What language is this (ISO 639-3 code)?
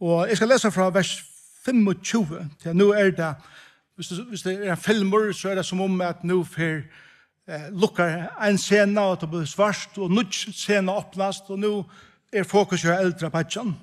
fao